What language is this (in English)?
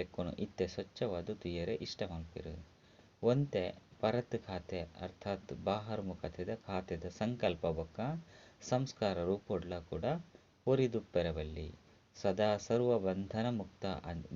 Tulu